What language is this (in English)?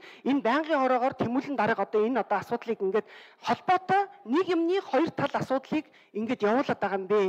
Mongolian